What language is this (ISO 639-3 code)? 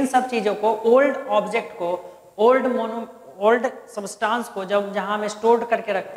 hin